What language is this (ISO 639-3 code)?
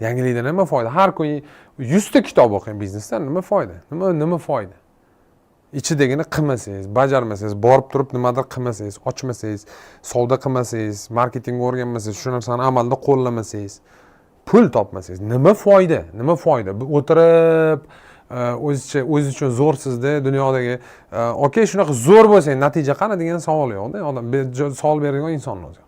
uzb